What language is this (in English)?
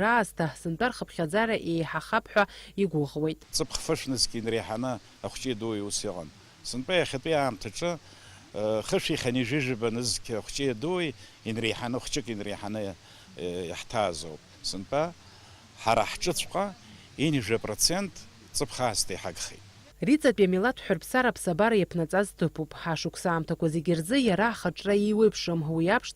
Abkhazian